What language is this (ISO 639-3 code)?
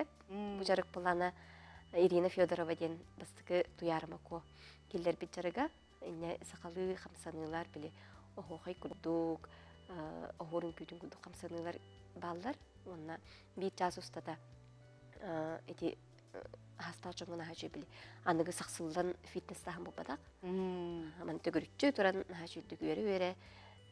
sah